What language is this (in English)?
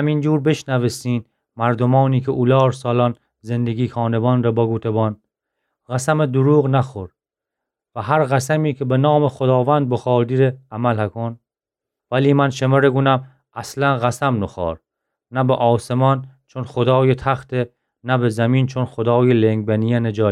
Gilaki